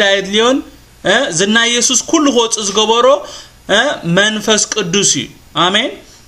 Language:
Tigrinya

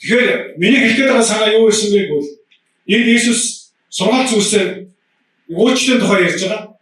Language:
Mongolian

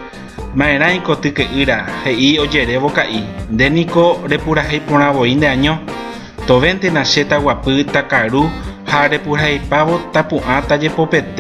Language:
Guarani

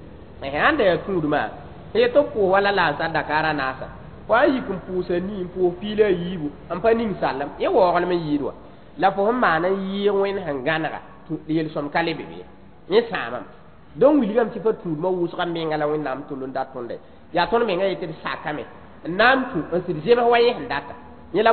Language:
Mossi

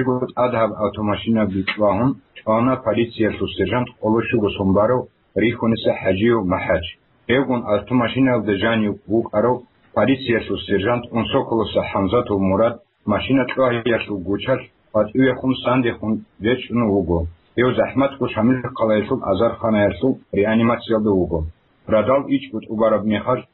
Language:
Avaric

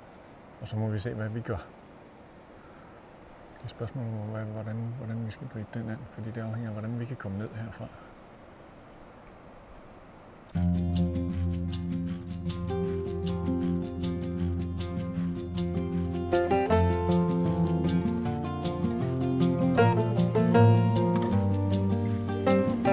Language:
Danish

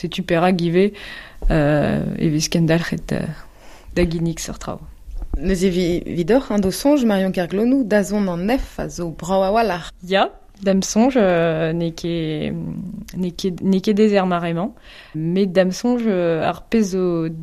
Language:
Breton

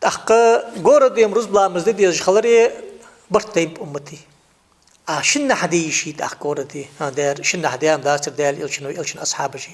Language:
Ingush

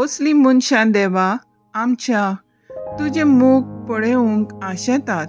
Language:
Konkani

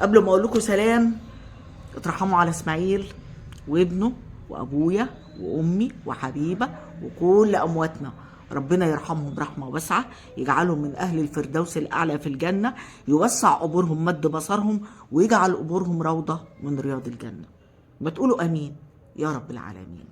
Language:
Egyptian Arabic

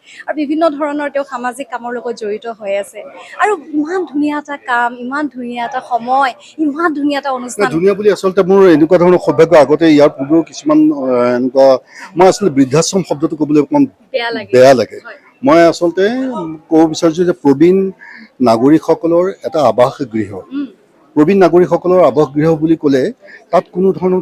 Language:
Assamese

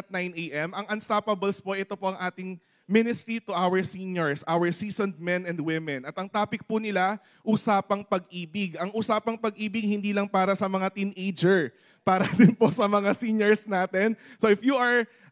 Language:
Filipino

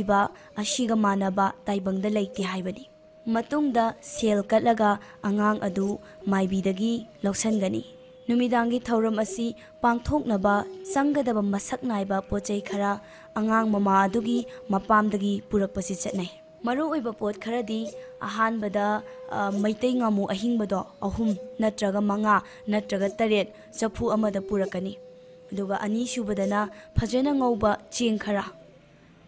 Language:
Manipuri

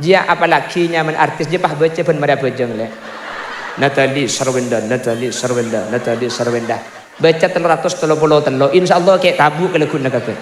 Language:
Madurese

